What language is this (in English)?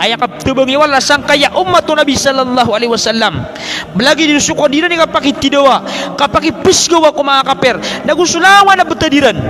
Maranao